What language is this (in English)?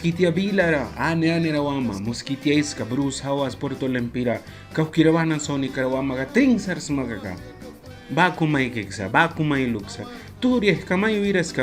Mískito